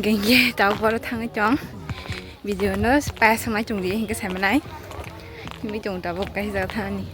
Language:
Kok Borok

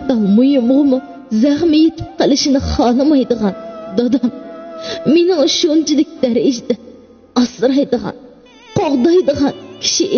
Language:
Uyghur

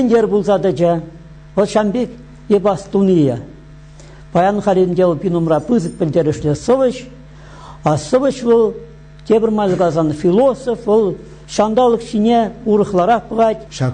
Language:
Chuvash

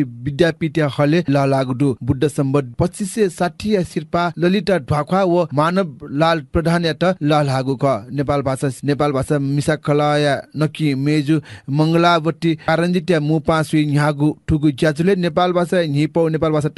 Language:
Newari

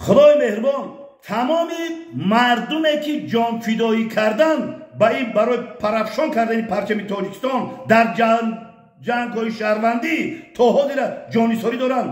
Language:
Tajik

